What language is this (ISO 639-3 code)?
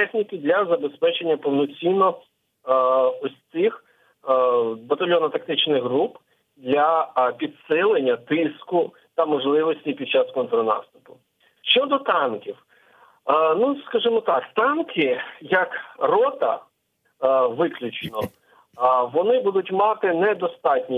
ukr